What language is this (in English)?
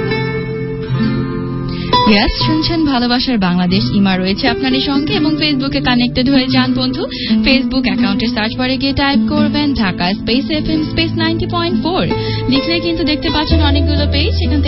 Bangla